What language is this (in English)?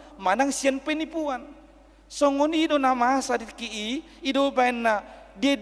Batak Toba